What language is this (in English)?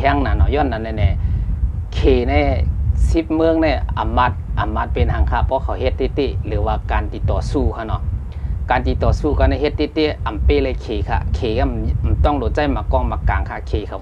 Shan